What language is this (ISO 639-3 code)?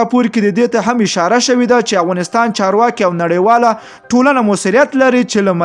pus